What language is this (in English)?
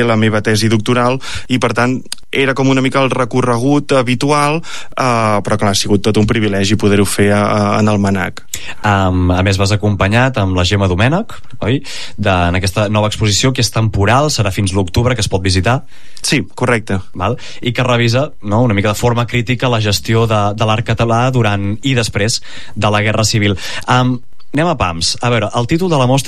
Catalan